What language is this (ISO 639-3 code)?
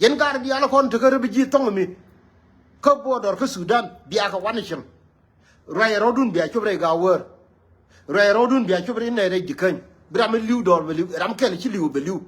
nus